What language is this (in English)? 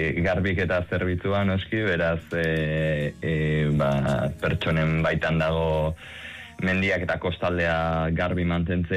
Basque